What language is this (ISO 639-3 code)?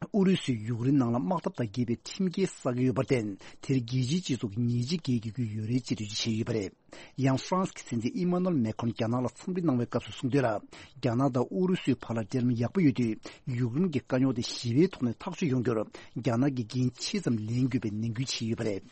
bod